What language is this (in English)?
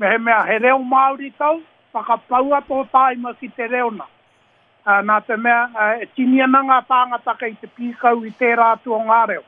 Māori